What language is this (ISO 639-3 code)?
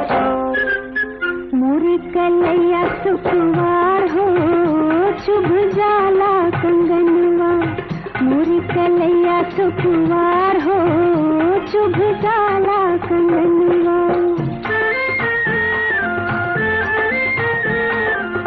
bho